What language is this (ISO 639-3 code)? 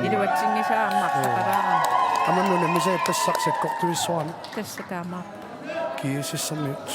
kal